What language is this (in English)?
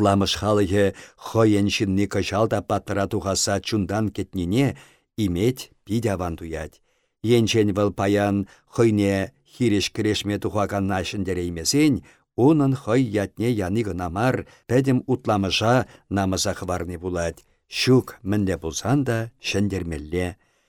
Chuvash